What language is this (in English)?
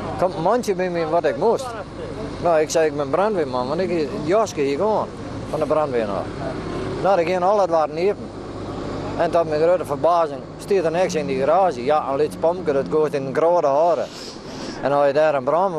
Western Frisian